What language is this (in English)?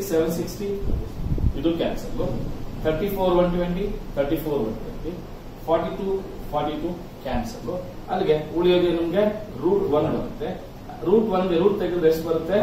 Kannada